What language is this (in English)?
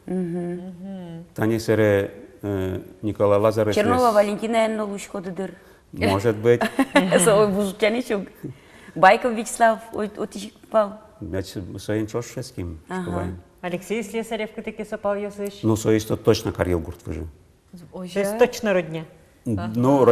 Udmurt